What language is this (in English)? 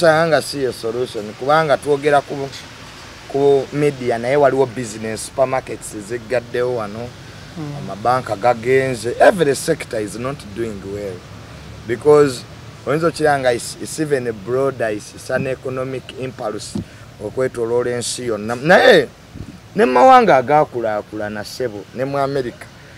Ganda